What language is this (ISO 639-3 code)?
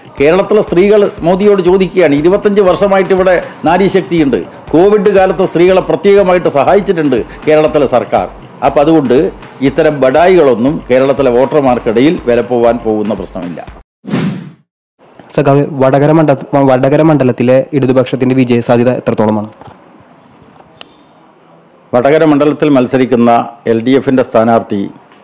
mal